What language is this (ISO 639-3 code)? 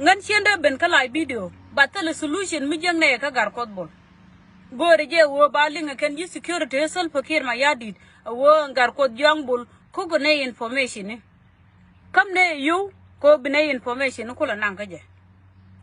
nus